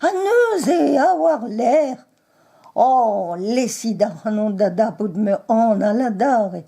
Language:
Breton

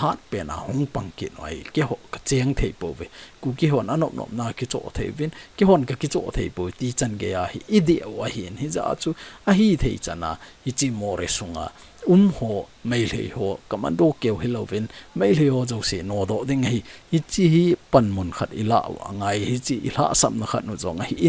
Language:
Thado Chin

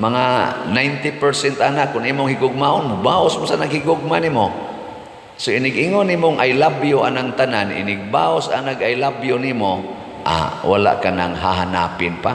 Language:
Cebuano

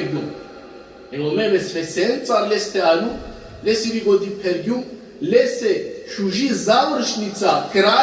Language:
Balkan Romani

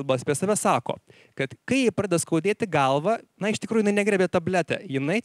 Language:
Lithuanian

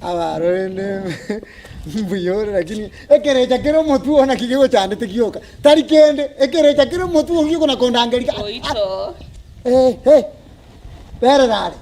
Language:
Gusii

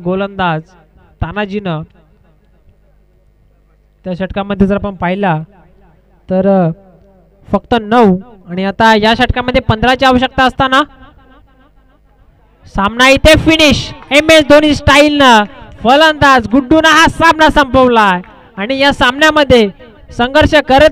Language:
Marathi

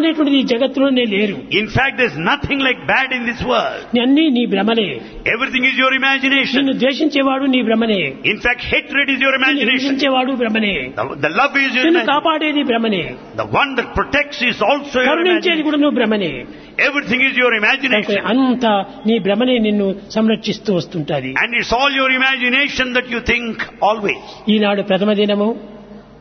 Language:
Telugu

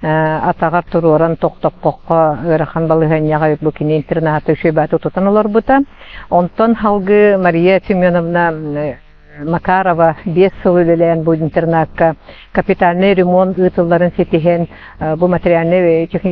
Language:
Yakut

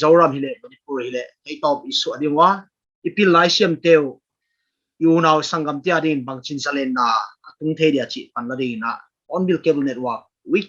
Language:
Paite Chin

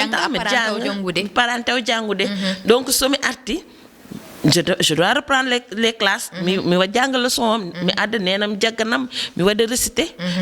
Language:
Fula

